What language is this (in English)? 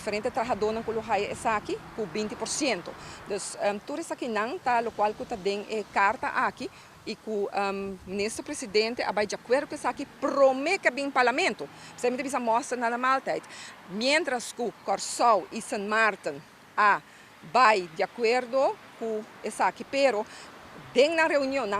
Papiamento